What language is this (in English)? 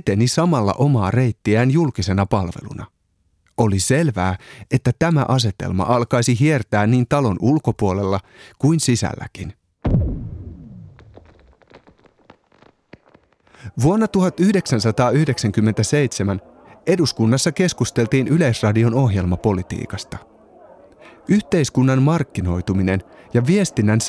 Finnish